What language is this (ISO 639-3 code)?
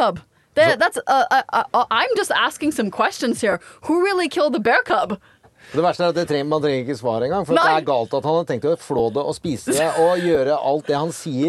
nor